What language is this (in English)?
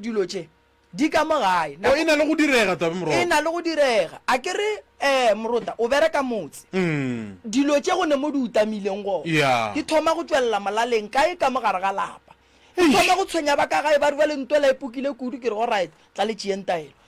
Northern Sotho